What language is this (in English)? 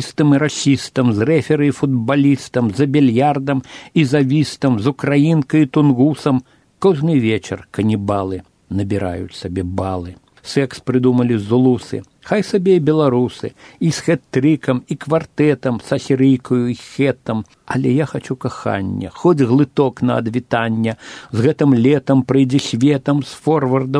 Belarusian